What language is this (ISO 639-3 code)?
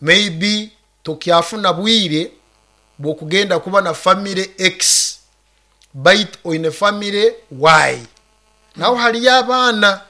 nyo